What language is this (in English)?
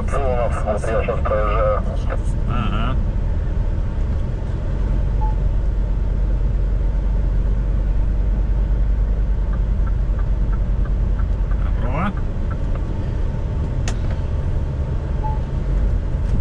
Russian